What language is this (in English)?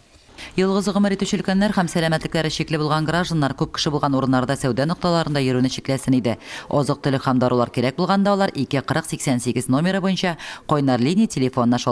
Tatar